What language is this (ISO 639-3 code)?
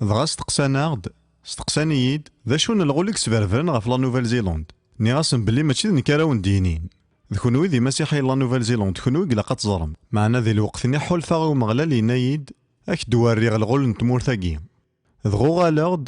kab